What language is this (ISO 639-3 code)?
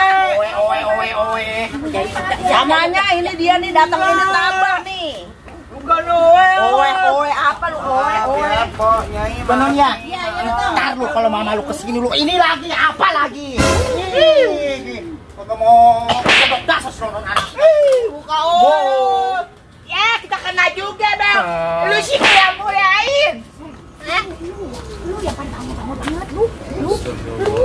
bew